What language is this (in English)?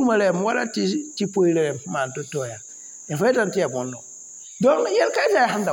Mossi